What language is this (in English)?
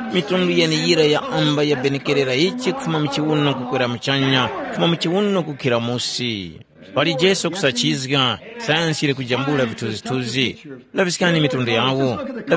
Tumbuka